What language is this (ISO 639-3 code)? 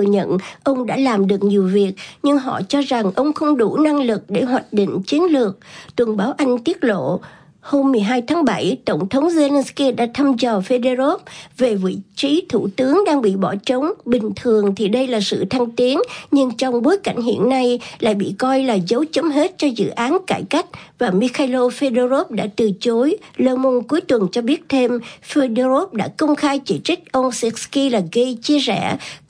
vie